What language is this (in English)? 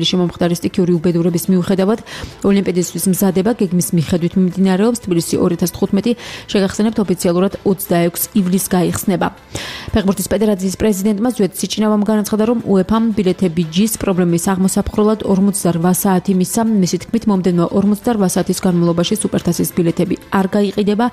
Georgian